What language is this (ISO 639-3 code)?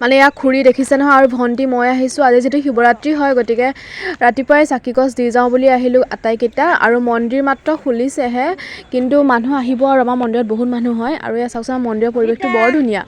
asm